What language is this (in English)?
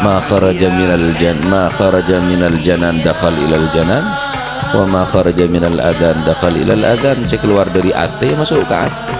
Madurese